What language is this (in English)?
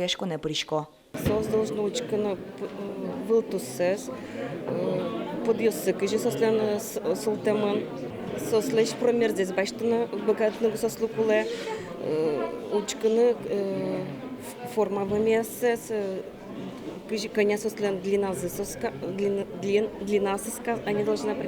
Udmurt